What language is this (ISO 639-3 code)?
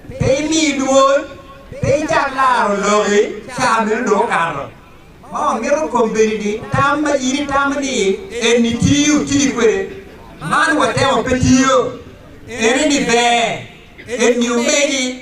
ach